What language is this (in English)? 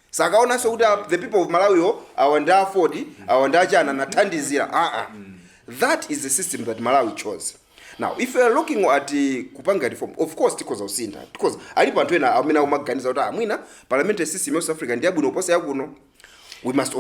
Nyanja